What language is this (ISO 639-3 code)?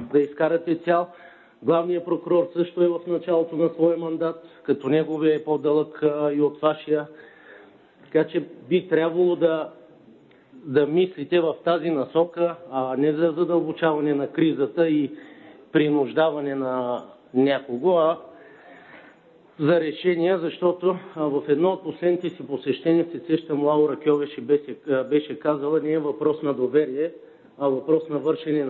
bul